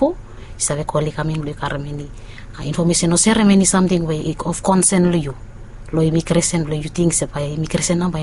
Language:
Bislama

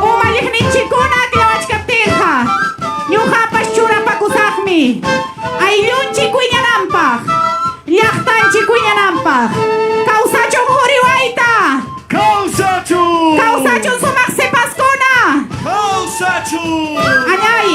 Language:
Ayacucho Quechua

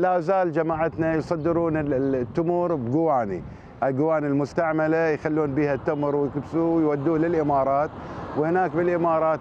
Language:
Mesopotamian Arabic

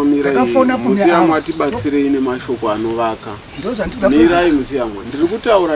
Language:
Shona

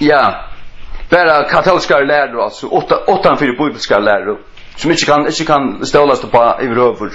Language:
Faroese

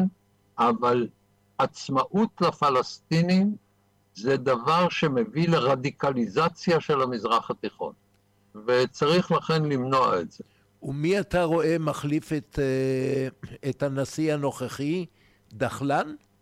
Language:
Hebrew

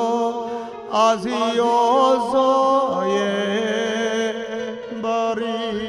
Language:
Malayalam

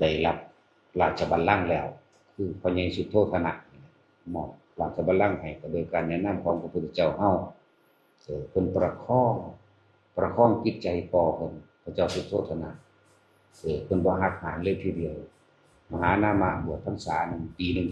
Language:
Northeastern Thai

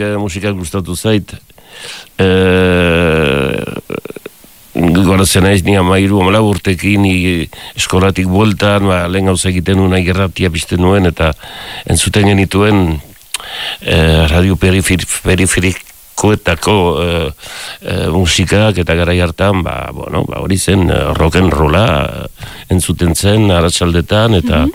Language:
Basque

